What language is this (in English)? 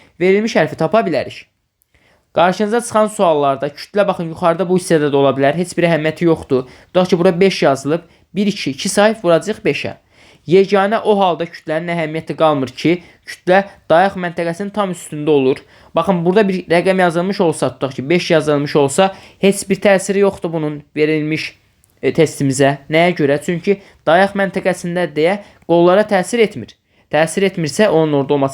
Azerbaijani